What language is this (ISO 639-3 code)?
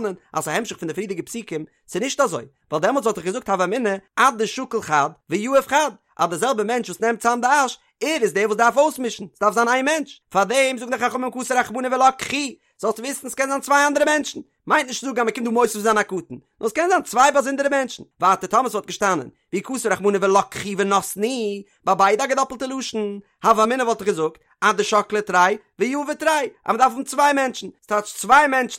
yid